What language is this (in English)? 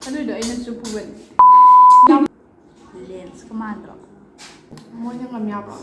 Manipuri